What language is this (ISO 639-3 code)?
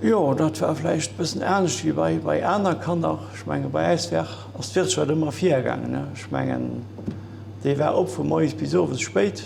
ltz